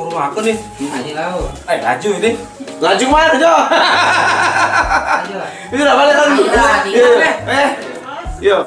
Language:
Musi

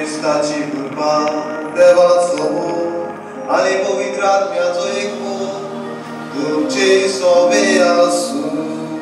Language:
Konkani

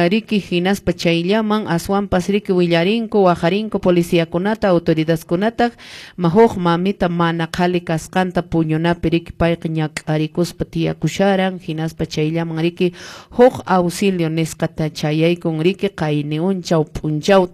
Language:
Quechua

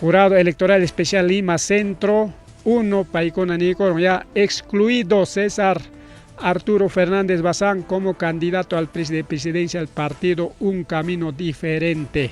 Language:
Ayacucho Quechua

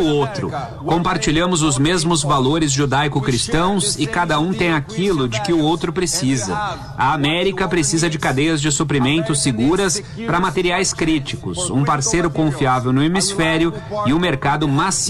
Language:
Portuguese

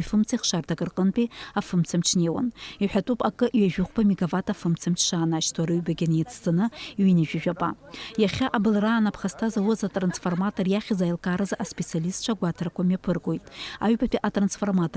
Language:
Abkhazian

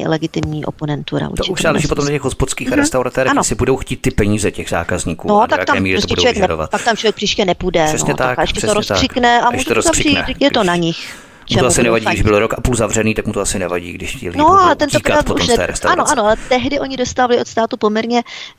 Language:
Czech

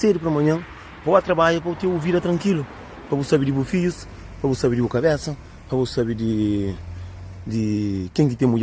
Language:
Kabuverdianu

